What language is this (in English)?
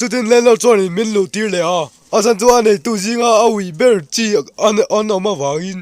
Mizo